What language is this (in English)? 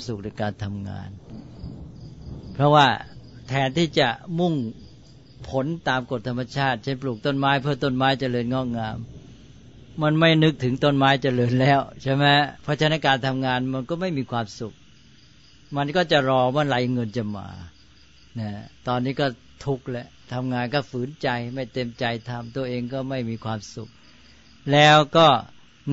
Thai